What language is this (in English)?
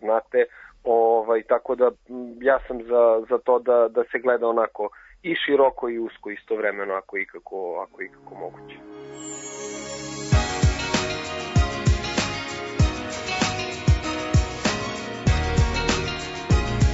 Serbian